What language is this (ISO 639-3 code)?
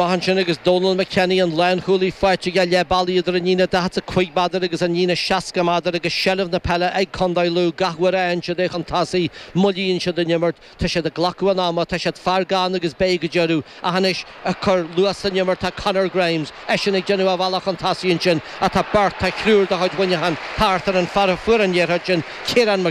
gle